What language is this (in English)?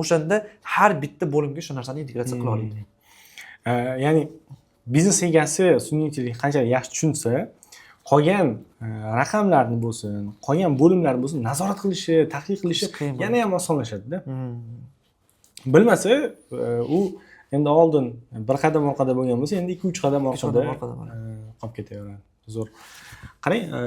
Uzbek